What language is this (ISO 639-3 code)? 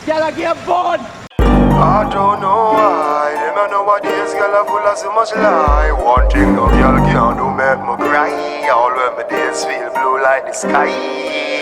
jam